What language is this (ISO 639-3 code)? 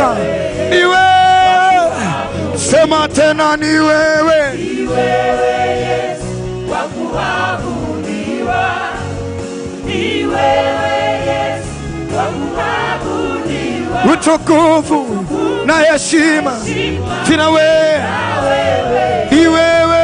swa